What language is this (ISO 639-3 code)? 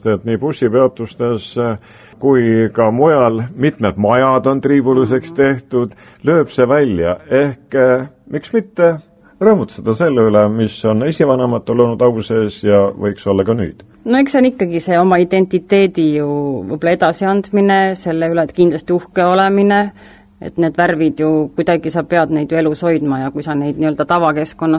est